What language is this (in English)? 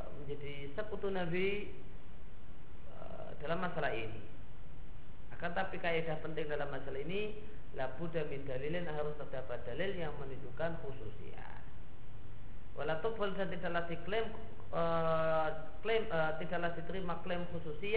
Indonesian